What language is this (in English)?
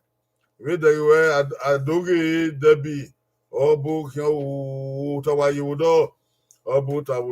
Bini